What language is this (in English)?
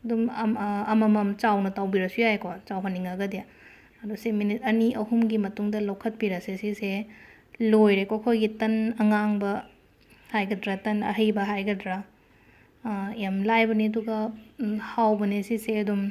Manipuri